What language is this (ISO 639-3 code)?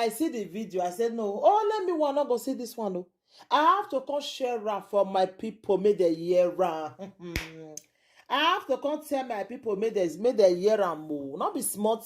pcm